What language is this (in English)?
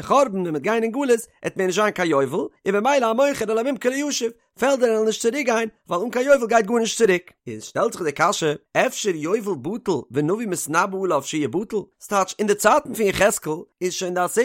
Yiddish